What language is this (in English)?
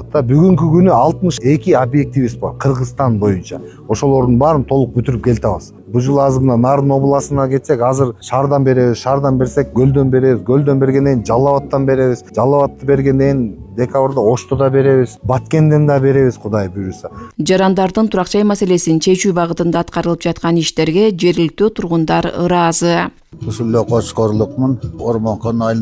Kyrgyz